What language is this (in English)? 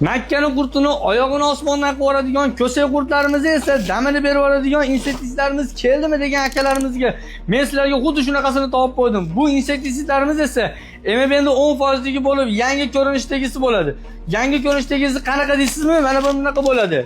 Uzbek